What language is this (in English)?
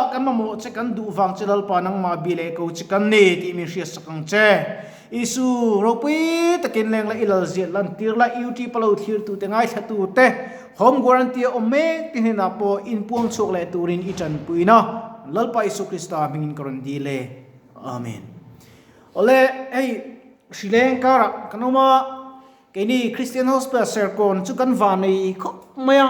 Mizo